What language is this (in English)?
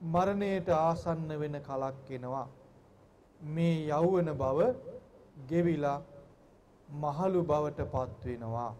Sinhala